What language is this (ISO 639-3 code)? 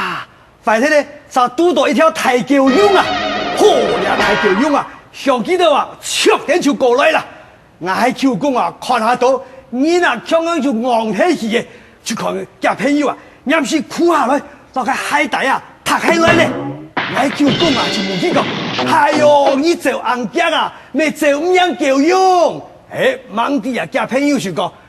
hak